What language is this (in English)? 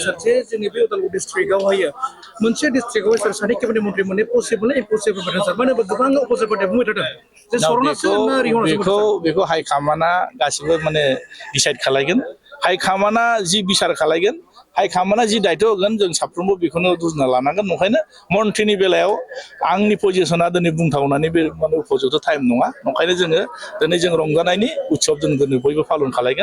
Bodo